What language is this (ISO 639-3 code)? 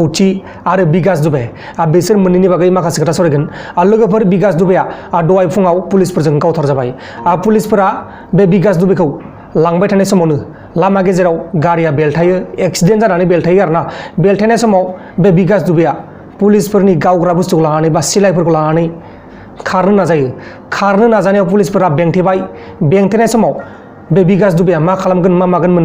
brx